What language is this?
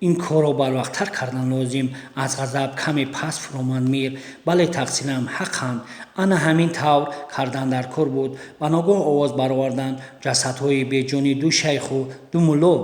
Tajik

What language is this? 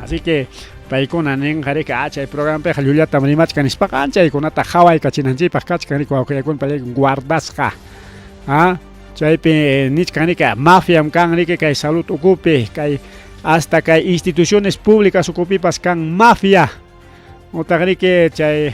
Ayacucho Quechua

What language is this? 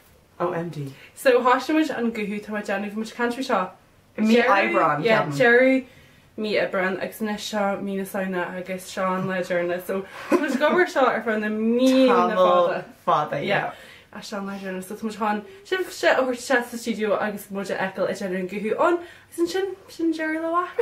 Irish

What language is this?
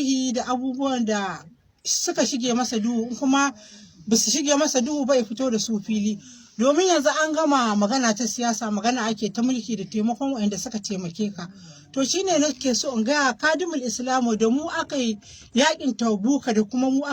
Hausa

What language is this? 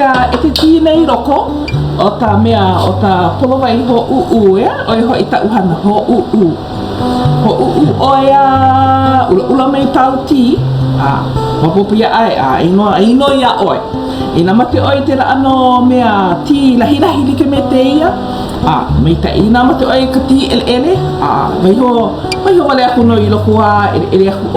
Hawaiian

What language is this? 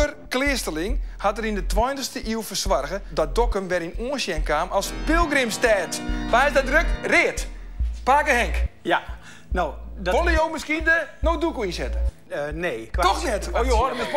Western Frisian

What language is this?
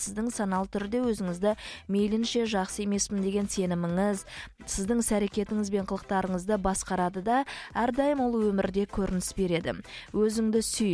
Kazakh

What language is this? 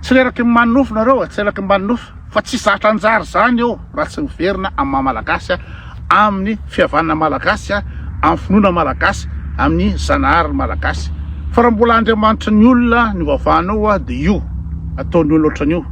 Malagasy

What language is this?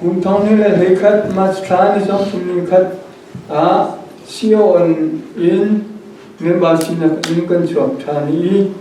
Hakha Chin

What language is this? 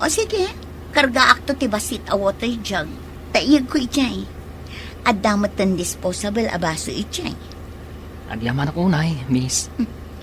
Iloko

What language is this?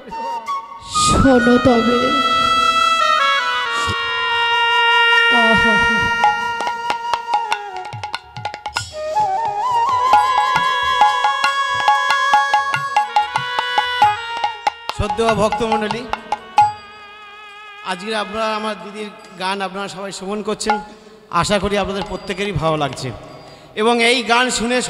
Bangla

